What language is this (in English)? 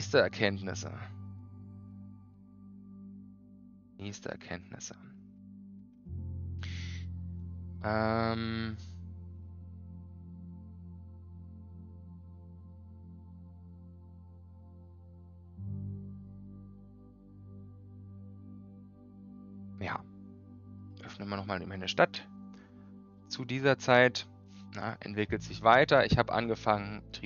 German